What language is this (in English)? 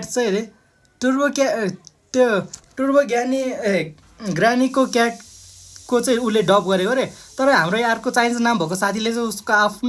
Nepali